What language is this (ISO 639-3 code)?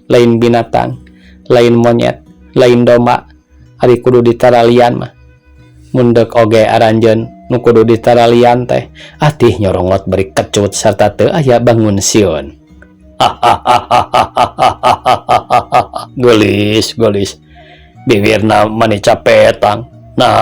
sun